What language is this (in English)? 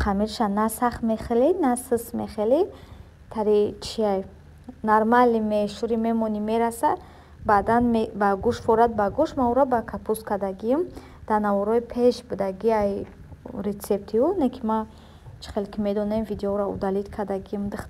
Tajik